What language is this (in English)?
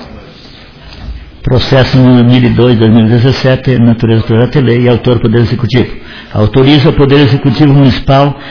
Portuguese